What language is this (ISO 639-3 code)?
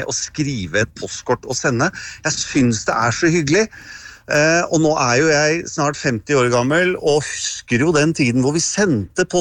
nor